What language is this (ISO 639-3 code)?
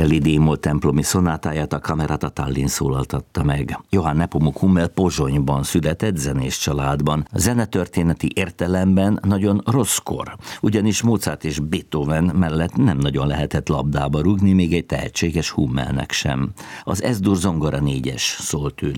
hun